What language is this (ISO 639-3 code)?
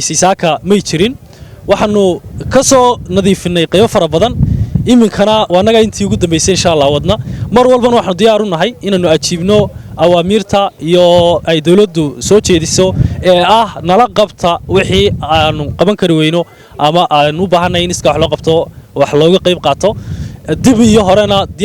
som